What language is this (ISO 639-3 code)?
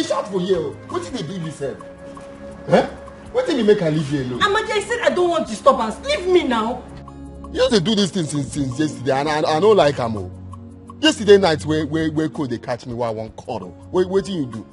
pcm